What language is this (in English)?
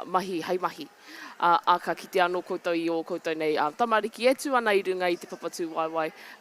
Māori